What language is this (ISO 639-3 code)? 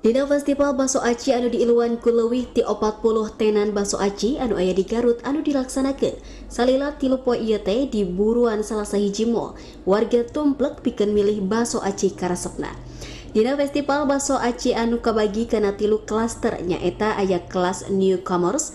sun